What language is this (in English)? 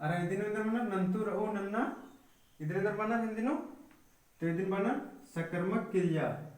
Kurukh